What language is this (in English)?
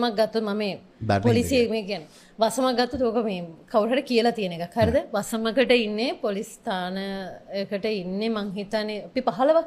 Sinhala